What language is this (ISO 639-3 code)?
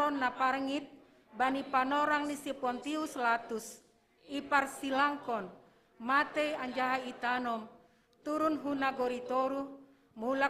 bts